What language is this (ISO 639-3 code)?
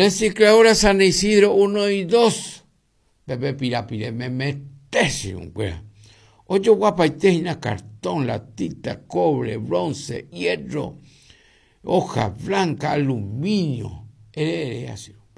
grn